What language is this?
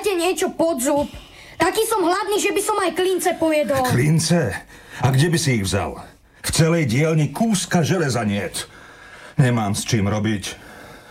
Slovak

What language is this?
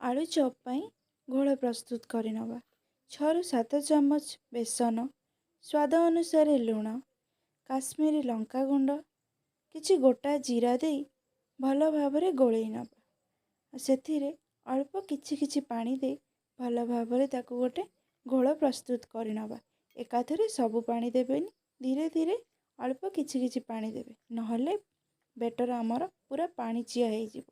Odia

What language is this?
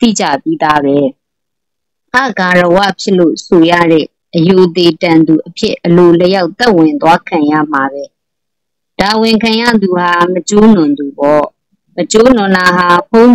Burmese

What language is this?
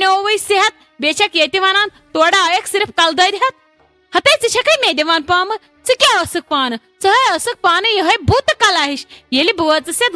Kashmiri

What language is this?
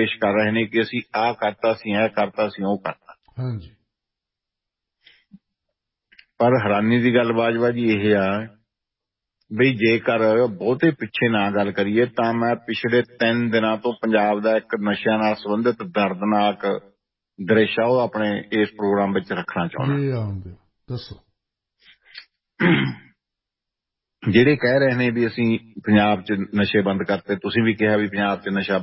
Punjabi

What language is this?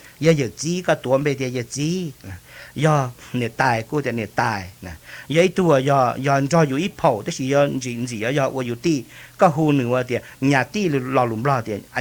Hmong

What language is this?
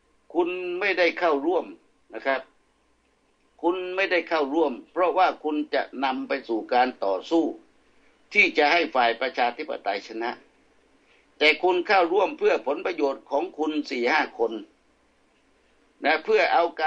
Thai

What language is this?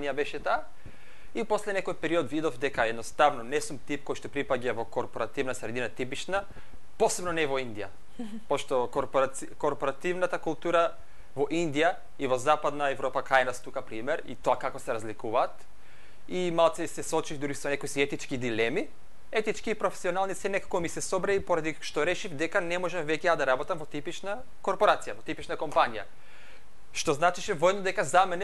Macedonian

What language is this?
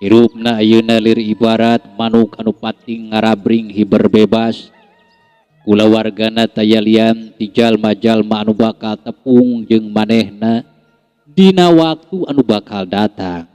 Sundanese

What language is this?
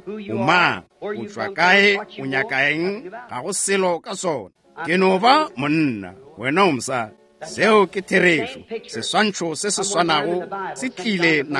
Northern Sotho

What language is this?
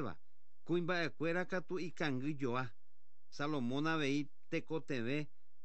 Guarani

